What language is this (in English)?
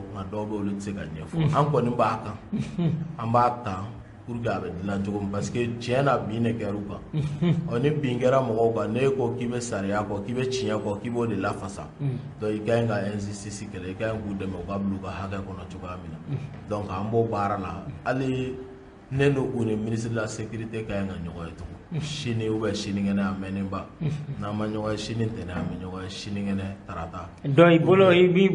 Bambara